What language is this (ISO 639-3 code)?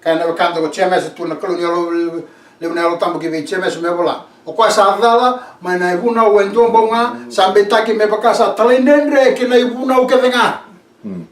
fij